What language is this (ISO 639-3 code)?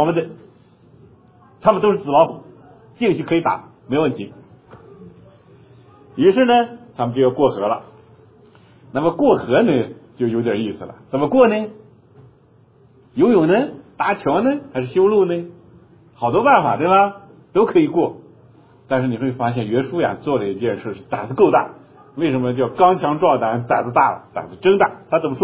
zho